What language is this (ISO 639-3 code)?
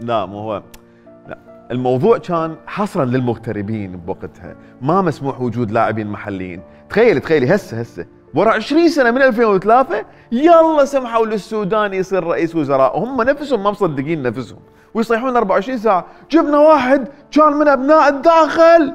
acm